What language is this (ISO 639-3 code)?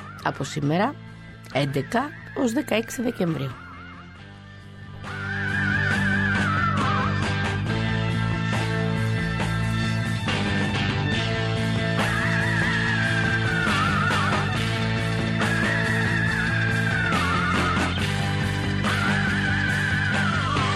ell